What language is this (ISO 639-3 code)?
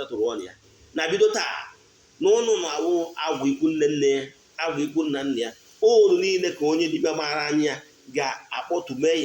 ibo